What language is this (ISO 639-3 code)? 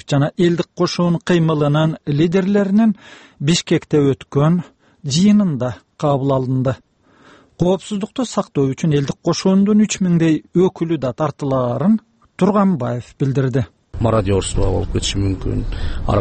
kir